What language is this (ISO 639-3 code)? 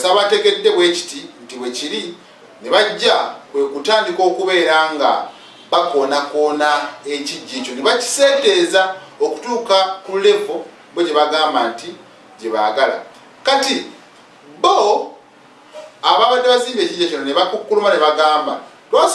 lug